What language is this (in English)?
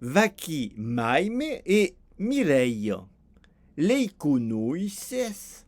Occitan